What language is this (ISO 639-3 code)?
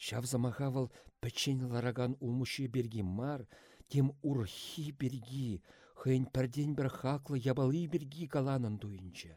chv